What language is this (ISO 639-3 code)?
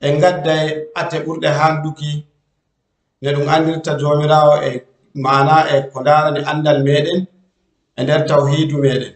ful